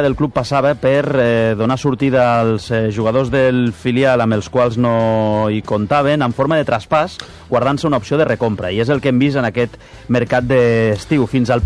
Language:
Catalan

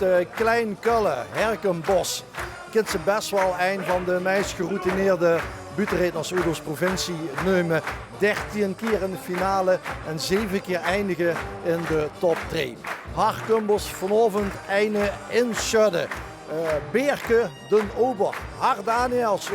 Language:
Limburgish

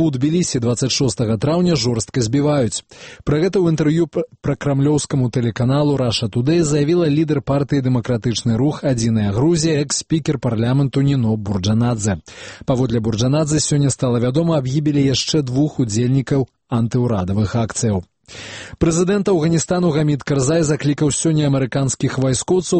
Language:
Belarusian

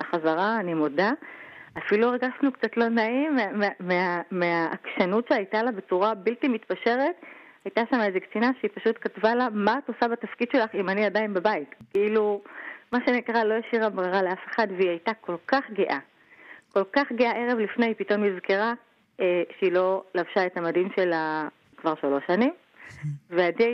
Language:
Hebrew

